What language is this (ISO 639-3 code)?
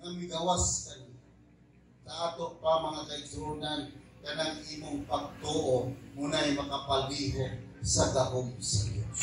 ceb